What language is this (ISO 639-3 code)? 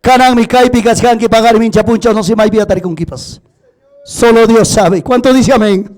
quy